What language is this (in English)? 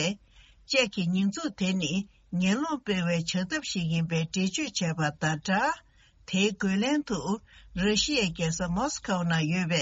Tibetan